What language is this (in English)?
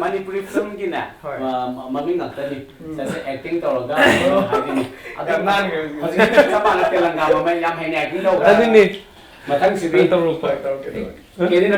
Manipuri